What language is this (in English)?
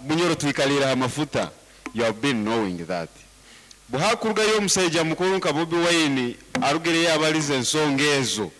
Nyankole